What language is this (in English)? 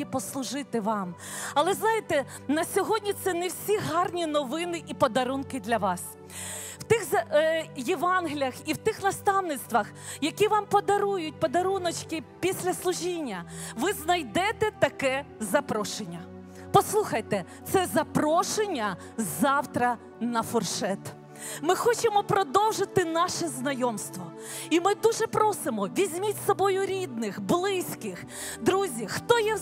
Ukrainian